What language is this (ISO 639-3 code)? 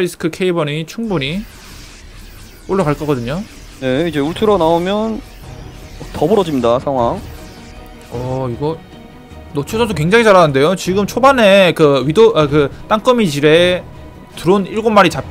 kor